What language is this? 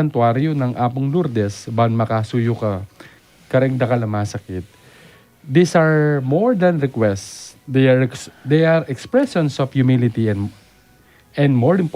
Pampanga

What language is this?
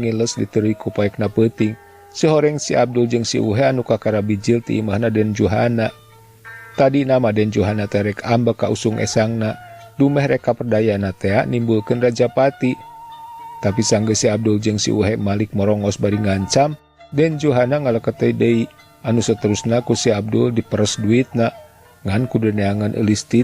Sundanese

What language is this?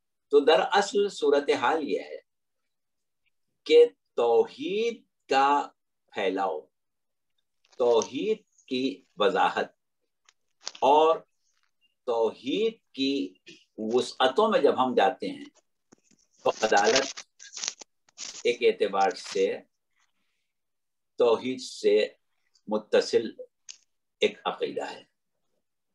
Urdu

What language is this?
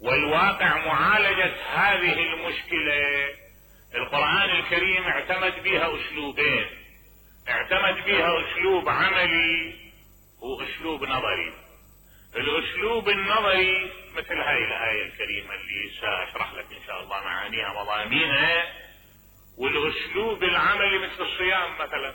Mesopotamian Arabic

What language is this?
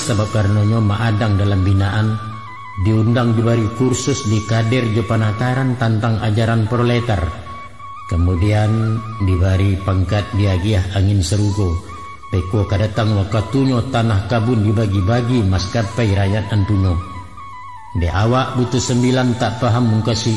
Minangkabau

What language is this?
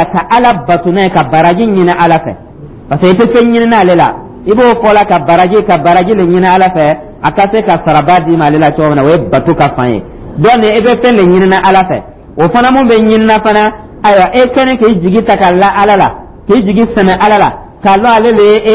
Dyula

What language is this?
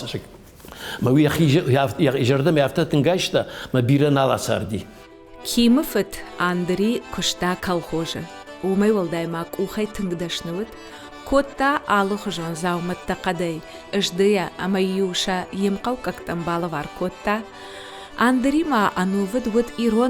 Ossetic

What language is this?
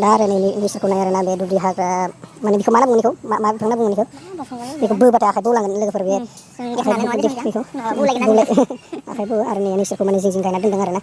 Bodo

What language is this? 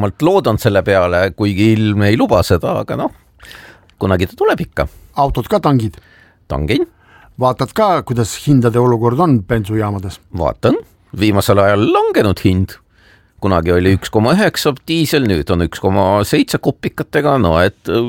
Estonian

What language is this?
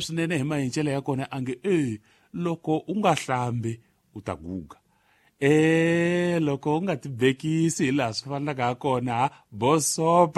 Tsonga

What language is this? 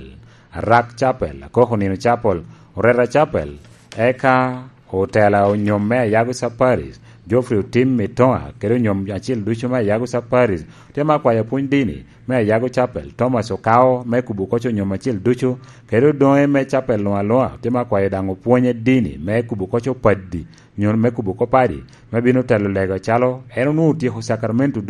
Lango (Uganda)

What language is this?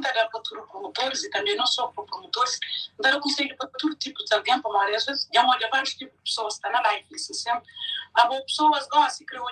Kabuverdianu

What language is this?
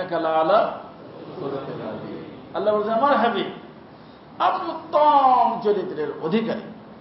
Bangla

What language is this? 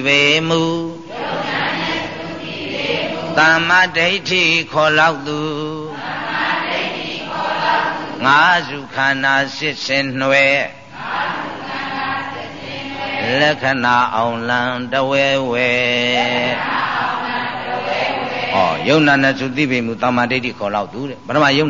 Burmese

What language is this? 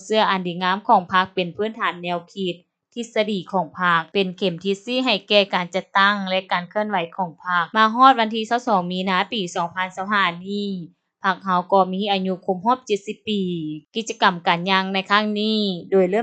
Lao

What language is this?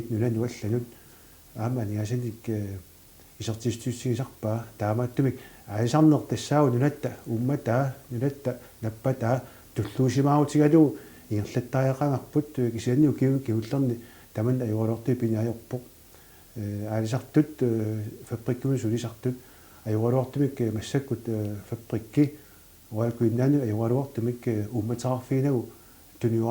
Kalaallisut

